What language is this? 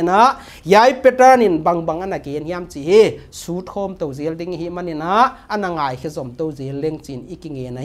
Paite Chin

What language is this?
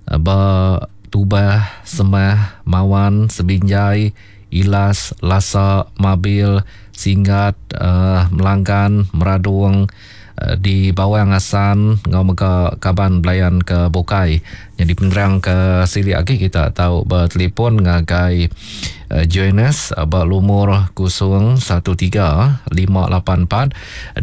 Iban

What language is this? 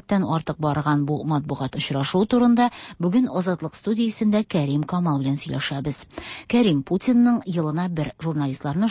Tatar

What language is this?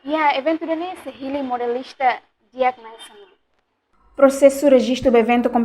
Tetum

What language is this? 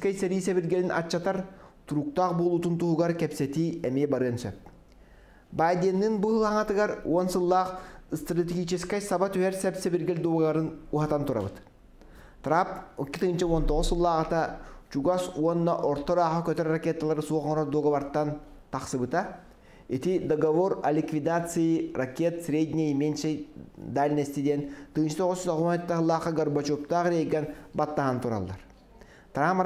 Yakut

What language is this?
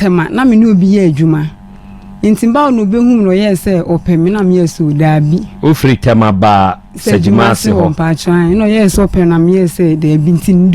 Akan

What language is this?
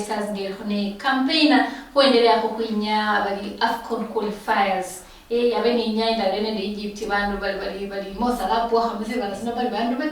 Luyia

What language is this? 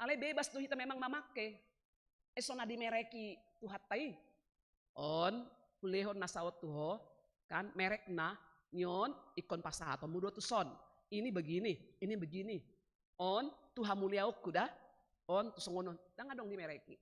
Batak Toba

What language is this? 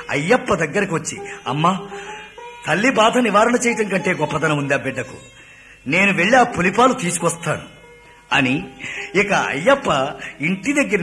Telugu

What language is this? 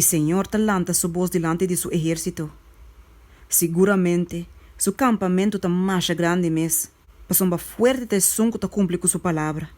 Papiamento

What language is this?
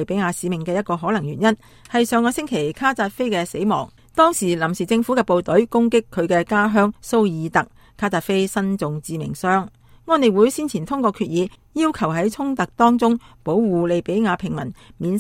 Cantonese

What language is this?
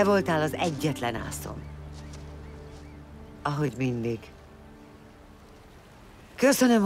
Hungarian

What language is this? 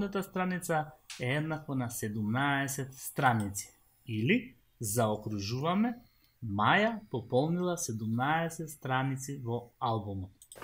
Macedonian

